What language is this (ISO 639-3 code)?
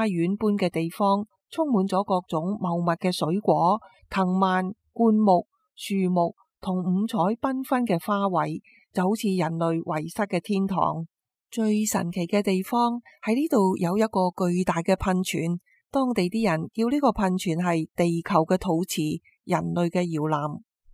yue